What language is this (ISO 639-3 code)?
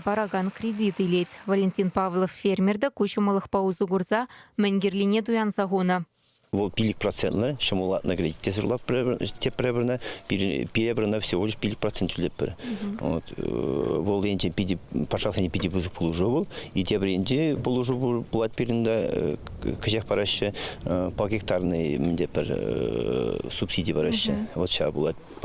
chv